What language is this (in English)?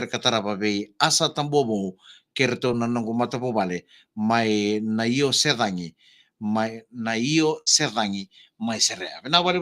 Fijian